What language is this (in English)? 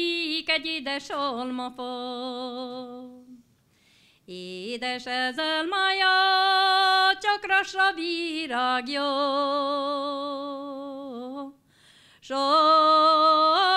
Hungarian